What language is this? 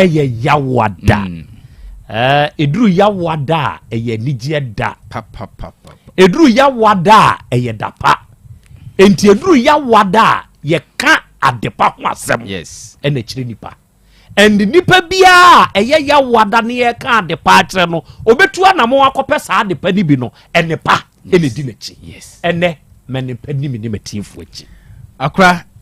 Akan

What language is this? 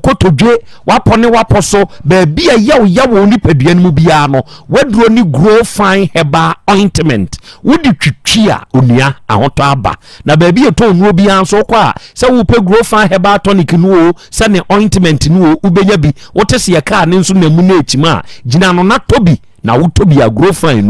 Akan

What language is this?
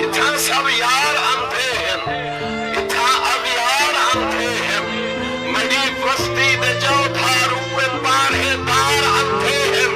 Saraiki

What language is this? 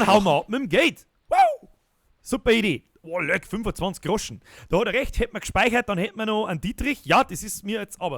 Bavarian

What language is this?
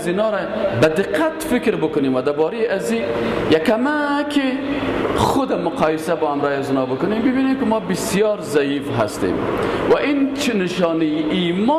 Tajik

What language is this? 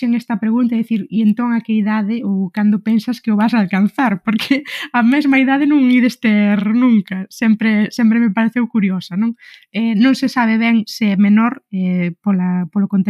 Galician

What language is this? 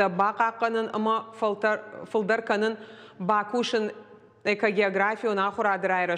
Ossetic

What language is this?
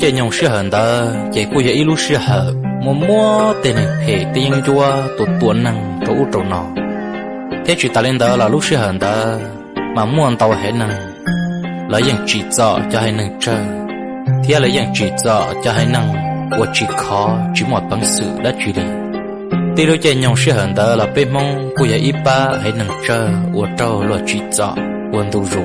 Hmong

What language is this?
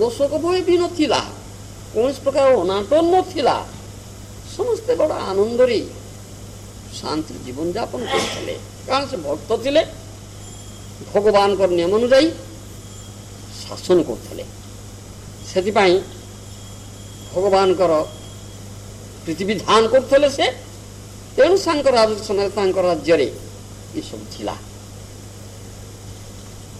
Odia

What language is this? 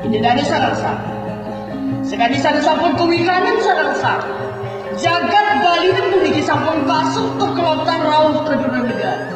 Balinese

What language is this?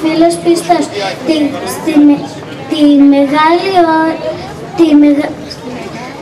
Greek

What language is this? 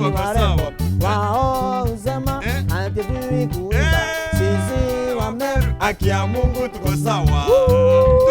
Meru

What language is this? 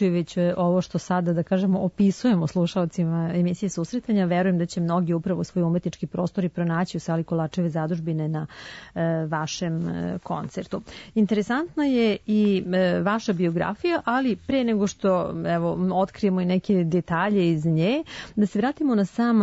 Serbian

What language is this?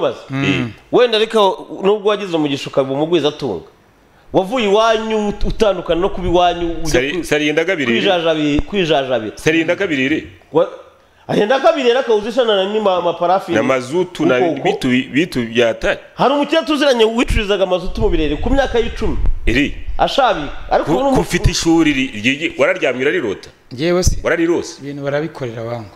Kinyarwanda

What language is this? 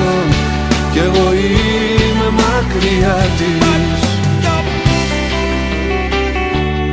Greek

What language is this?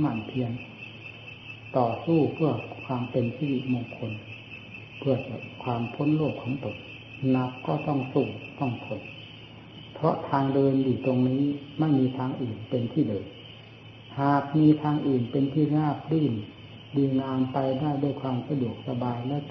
Thai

